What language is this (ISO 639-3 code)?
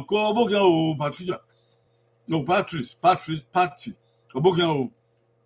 bin